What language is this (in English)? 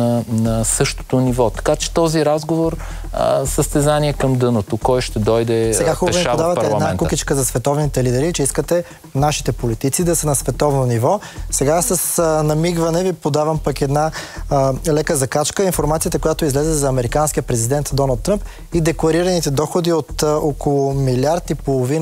Bulgarian